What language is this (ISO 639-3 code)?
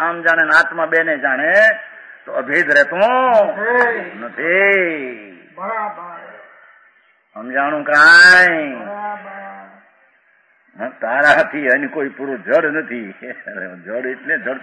guj